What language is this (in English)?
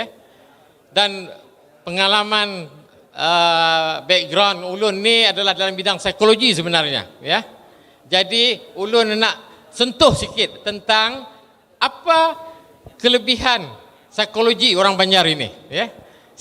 Banjar